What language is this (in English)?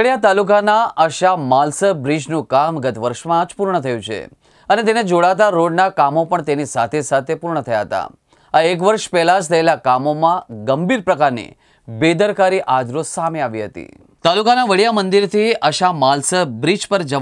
Gujarati